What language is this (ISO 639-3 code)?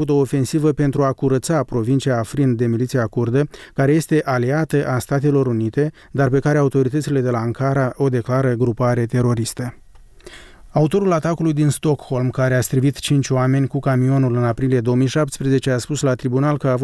ron